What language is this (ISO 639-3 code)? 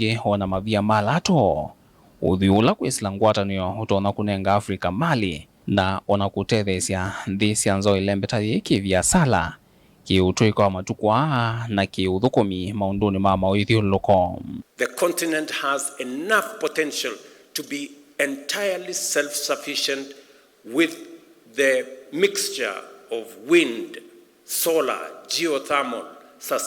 kam